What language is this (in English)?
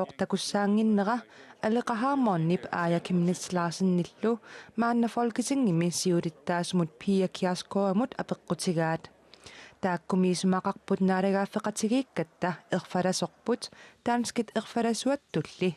Kalaallisut